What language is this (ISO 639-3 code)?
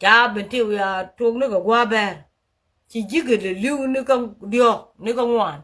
nus